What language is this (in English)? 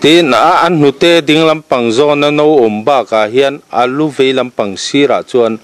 Mizo